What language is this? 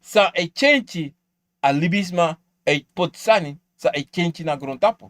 Sranan Tongo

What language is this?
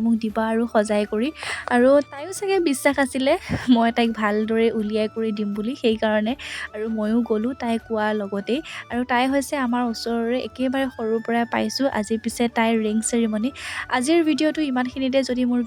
Assamese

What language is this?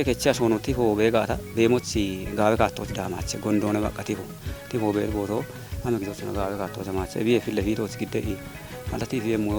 Kafa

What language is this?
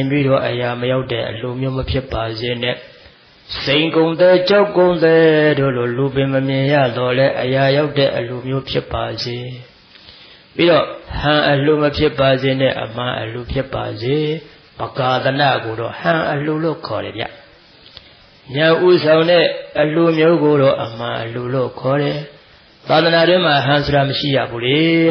Burmese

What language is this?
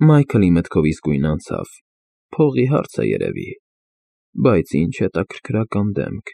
Armenian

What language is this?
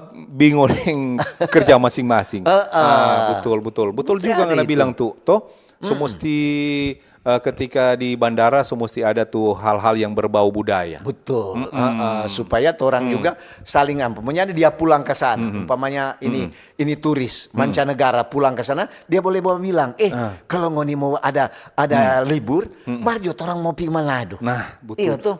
Manado Malay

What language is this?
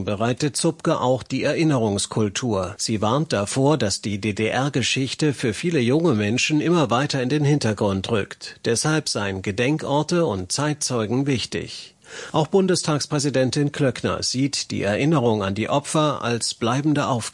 German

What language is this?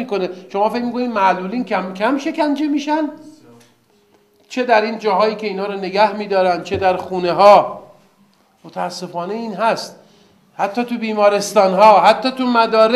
Persian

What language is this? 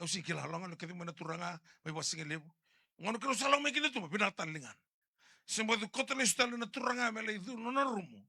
Fijian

